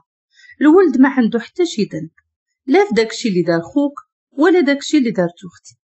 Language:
Moroccan Arabic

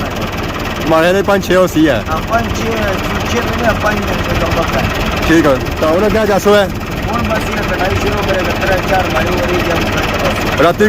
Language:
Pahari-Potwari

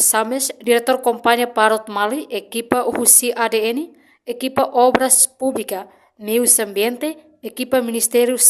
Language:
Tetum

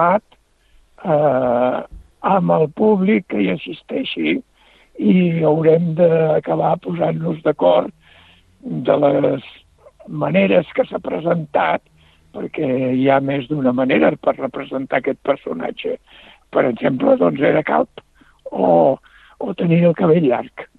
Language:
Catalan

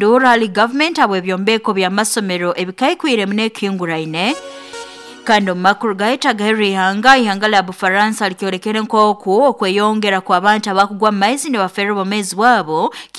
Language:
Nyoro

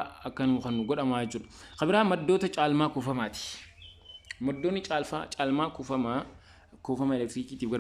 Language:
Oromo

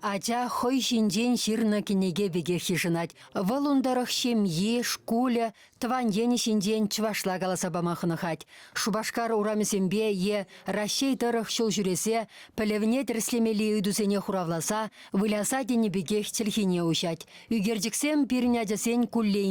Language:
Chuvash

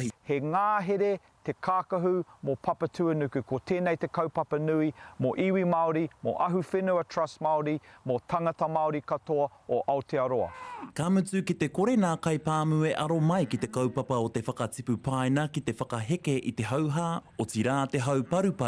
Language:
Māori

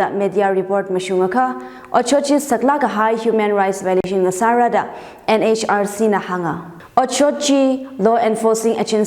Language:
Tangkhul Naga (India)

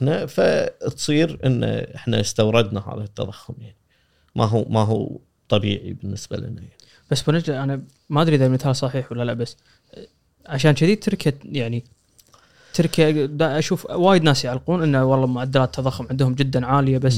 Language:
Gulf Arabic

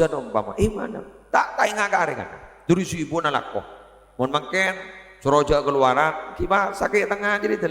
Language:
Madurese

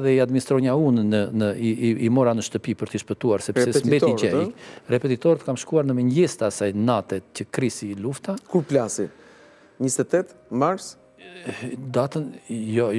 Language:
Albanian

